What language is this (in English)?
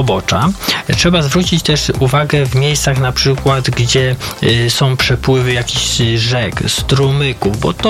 Polish